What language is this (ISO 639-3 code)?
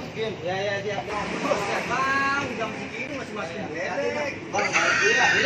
bew